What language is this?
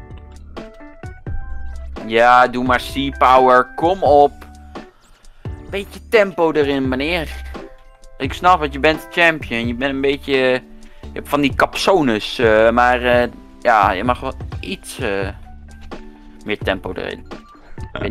Dutch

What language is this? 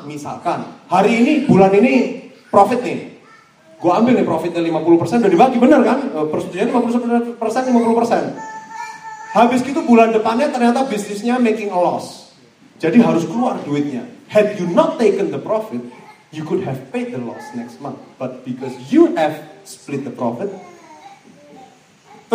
Indonesian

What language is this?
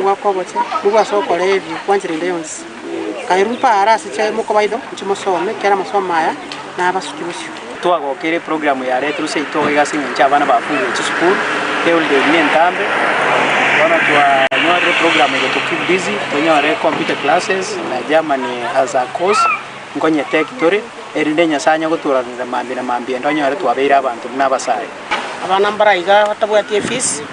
Gusii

